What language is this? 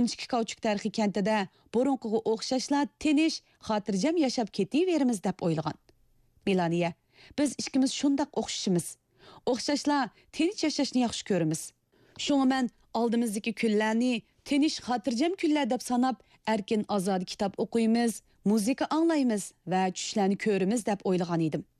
Uyghur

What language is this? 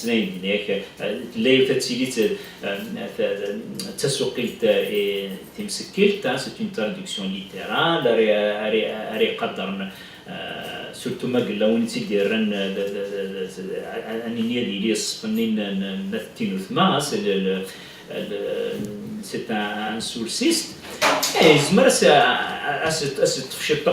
Kabyle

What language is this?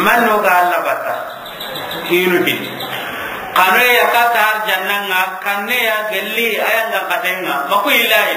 Soninke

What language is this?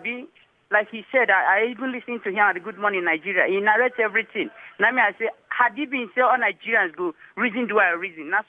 Nigerian Pidgin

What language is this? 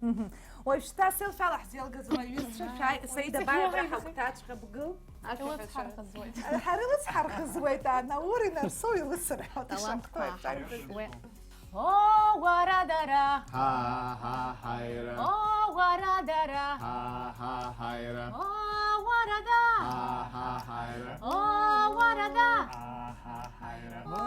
Abkhazian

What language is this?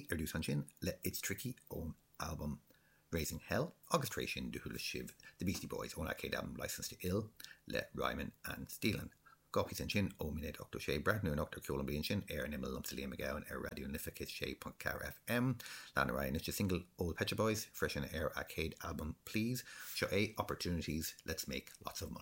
Irish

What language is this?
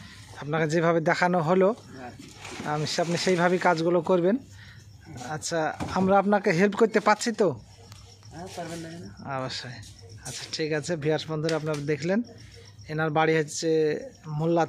Bangla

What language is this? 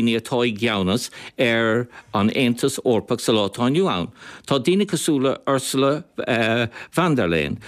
Irish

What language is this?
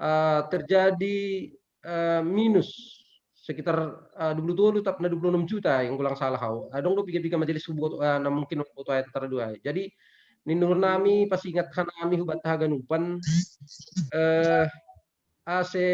Batak Simalungun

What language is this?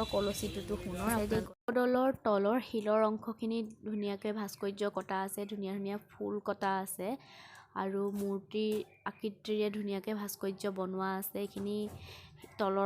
Assamese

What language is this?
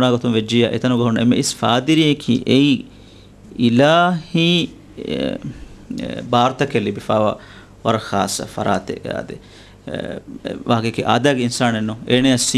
Divehi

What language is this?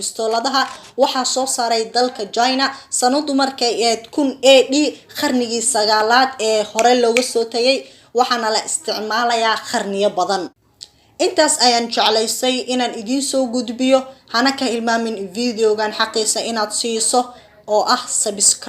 Somali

